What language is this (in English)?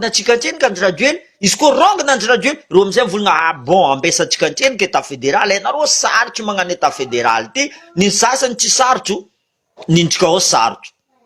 Malagasy